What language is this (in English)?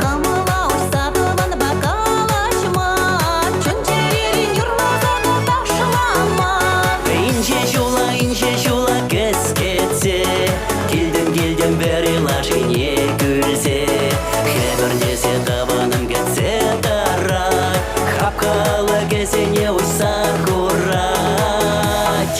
Chuvash